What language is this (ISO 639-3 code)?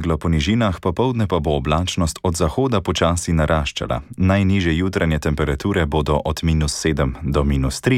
slv